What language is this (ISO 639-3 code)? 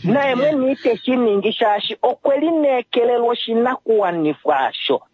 kua